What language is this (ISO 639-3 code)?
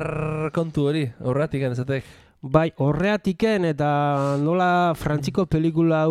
eus